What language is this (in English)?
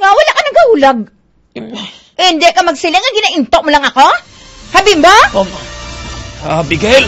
Hiligaynon